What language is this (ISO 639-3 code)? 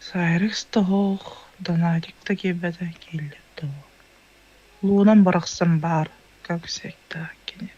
sah